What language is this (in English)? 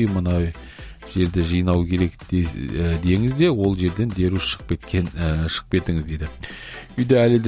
Kazakh